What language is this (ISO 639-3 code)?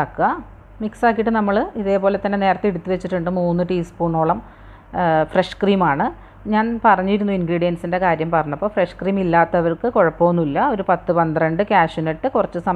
mal